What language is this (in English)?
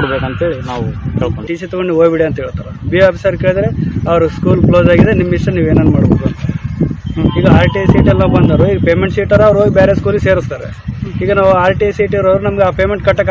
Kannada